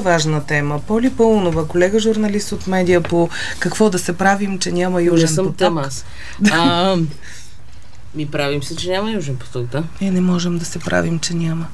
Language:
Bulgarian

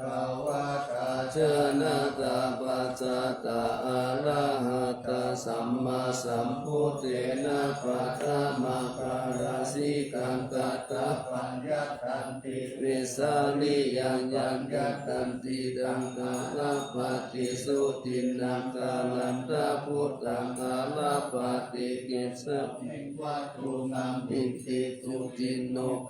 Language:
Pali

